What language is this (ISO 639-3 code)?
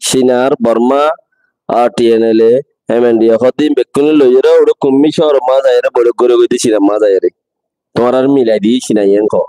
rhg